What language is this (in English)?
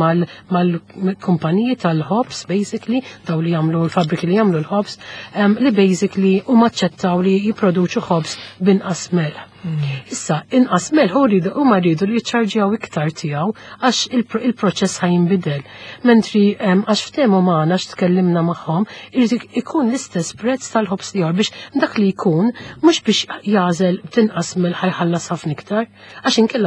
Maltese